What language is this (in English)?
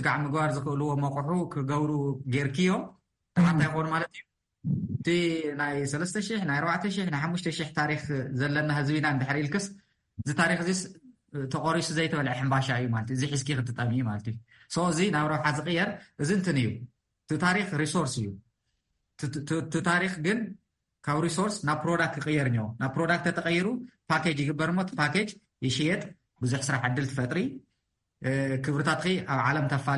Tigrinya